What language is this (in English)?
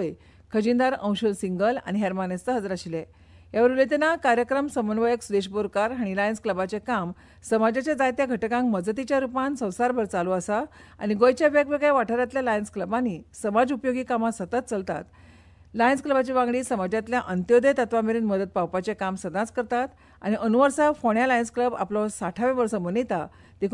Konkani